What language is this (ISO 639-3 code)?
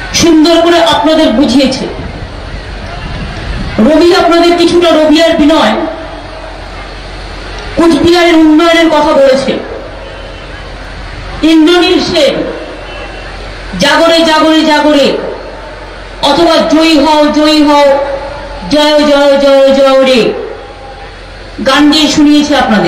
ben